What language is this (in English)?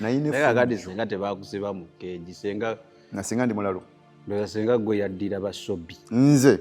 Ganda